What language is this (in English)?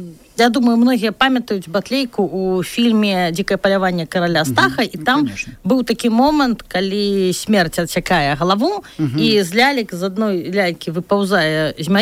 Belarusian